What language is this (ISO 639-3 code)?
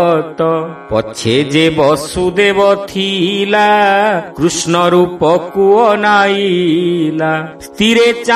ori